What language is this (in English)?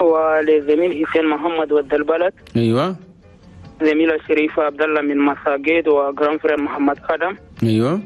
Chadian Arabic